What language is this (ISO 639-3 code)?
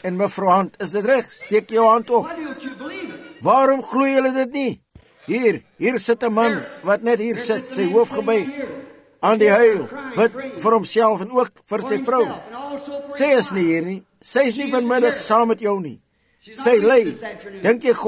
afr